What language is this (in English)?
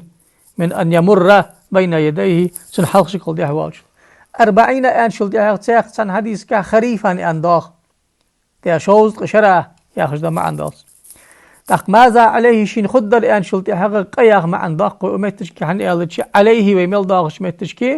Ingush